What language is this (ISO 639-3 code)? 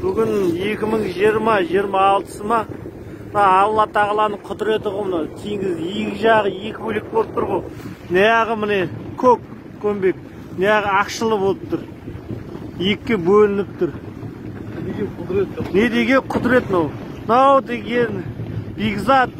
kaz